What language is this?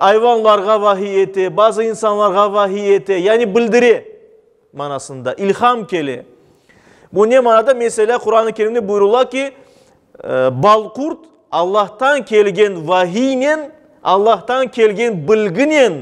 Crimean Tatar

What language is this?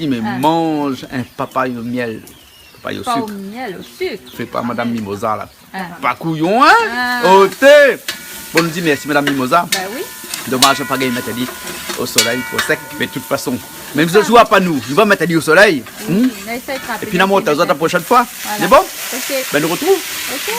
Réunion Creole French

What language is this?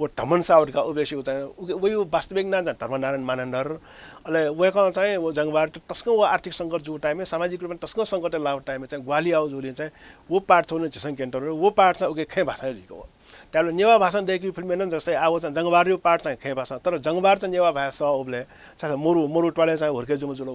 Newari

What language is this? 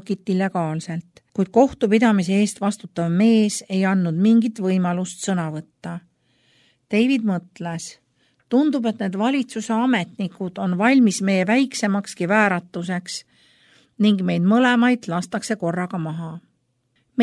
Estonian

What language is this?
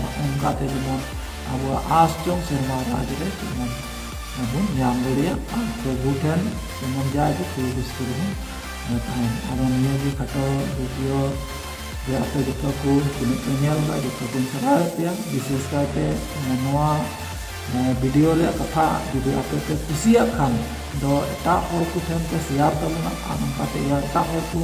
Santali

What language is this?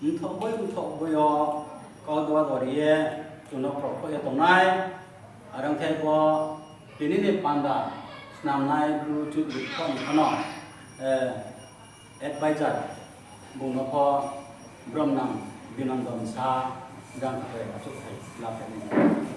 Riang (India)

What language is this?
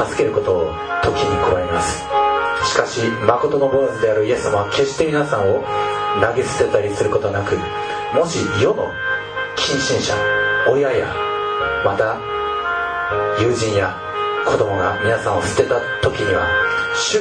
Japanese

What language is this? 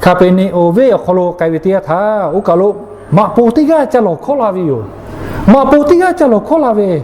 Lahu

